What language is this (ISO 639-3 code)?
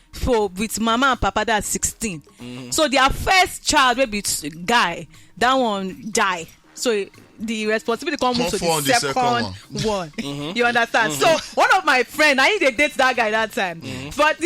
pcm